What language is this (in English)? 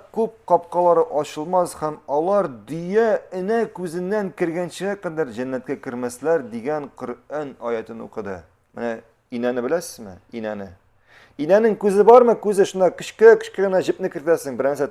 Tatar